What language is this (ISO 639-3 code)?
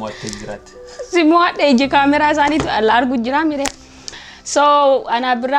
orm